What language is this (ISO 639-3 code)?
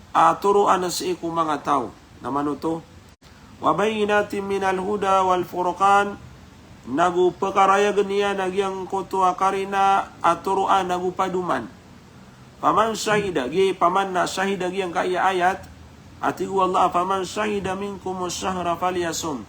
mrw